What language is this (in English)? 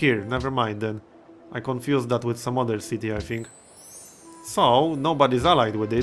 English